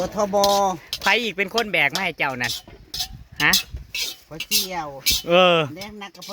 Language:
Northeastern Thai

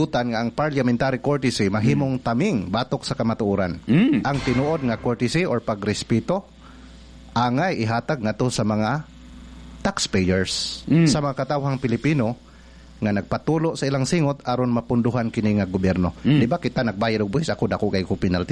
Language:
Cebuano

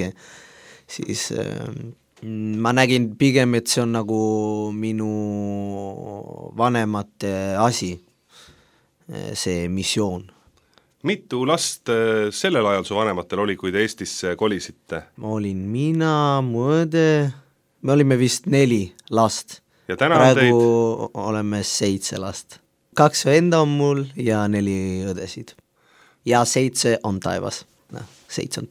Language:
Estonian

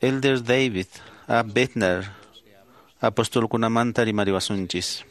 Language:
Quechua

